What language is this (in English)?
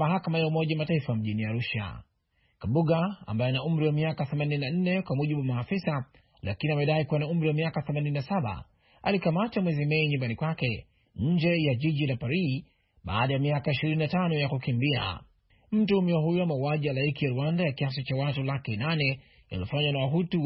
Swahili